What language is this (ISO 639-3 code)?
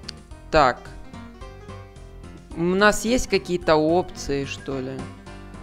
rus